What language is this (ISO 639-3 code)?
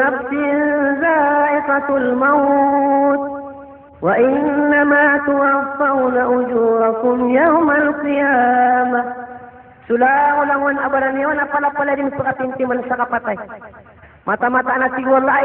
mrw